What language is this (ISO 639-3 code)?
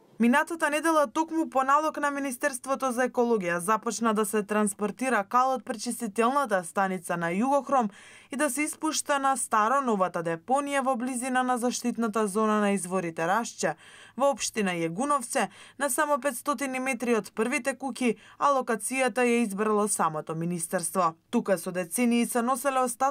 mkd